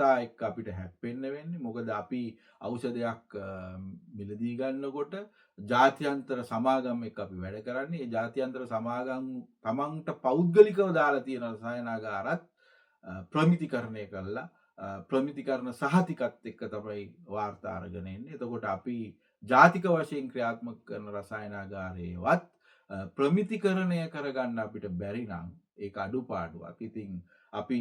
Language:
Sinhala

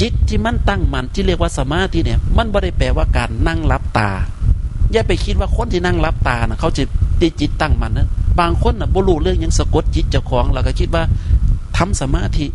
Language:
Northeastern Thai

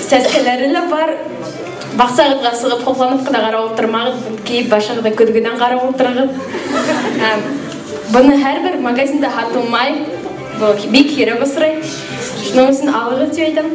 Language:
Bashkir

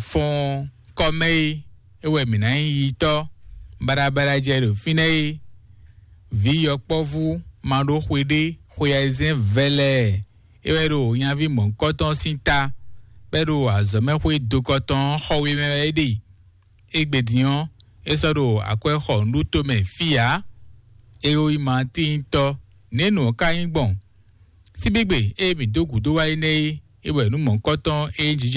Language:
Fon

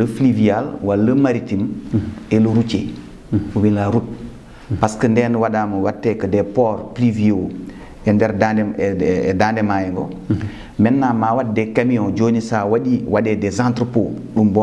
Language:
Fula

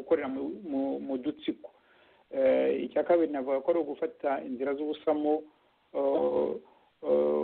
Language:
Kinyarwanda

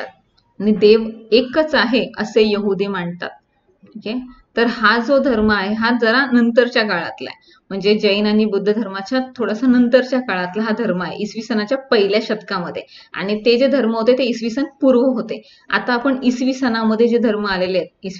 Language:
Marathi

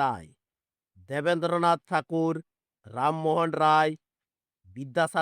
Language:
Santali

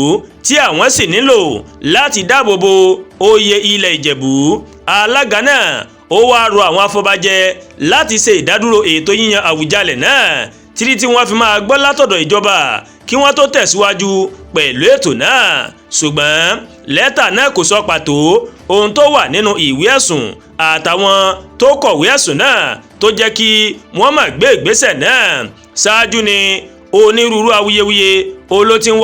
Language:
Yoruba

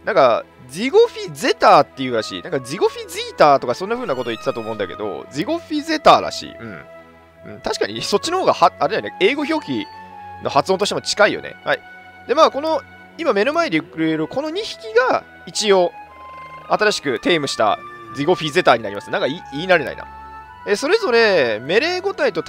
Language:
Japanese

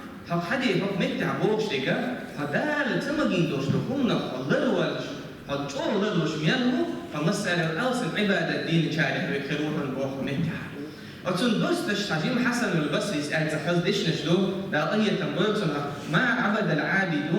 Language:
Chechen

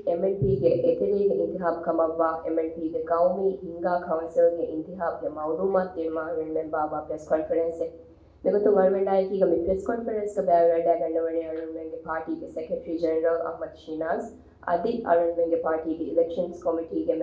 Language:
Divehi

